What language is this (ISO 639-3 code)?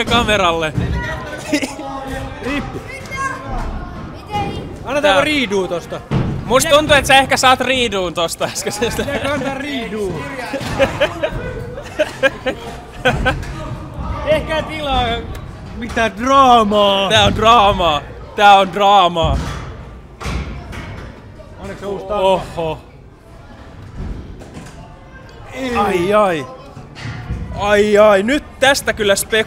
fin